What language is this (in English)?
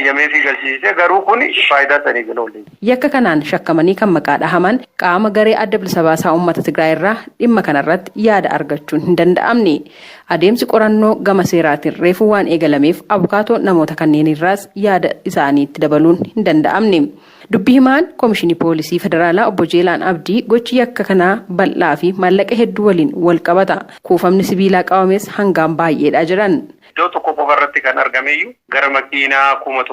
Oromo